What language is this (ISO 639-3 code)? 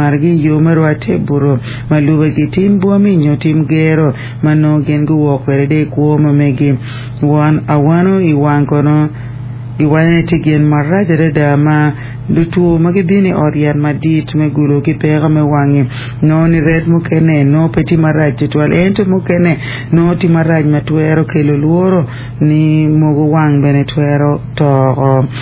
ach